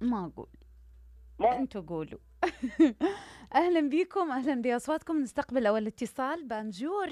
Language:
Mesopotamian Arabic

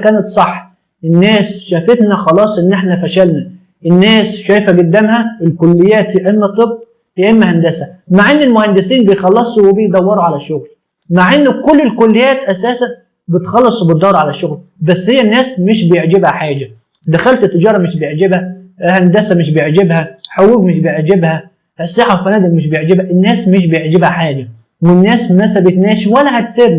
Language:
Egyptian Arabic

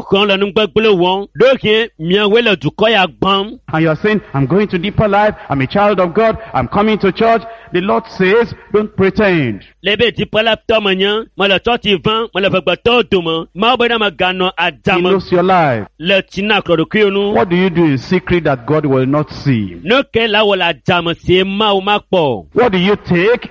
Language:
Ewe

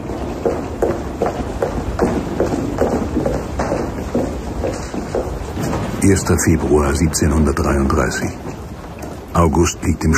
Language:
German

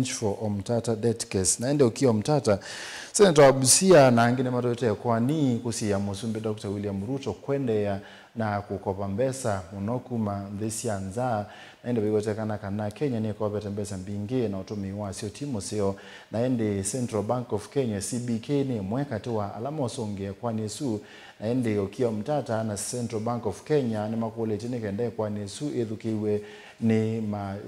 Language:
Kamba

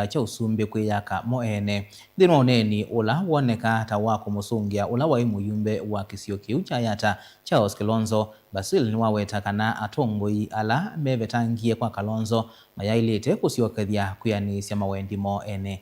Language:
Kamba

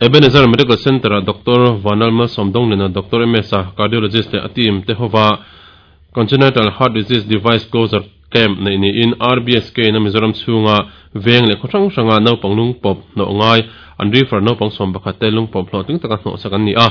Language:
Mizo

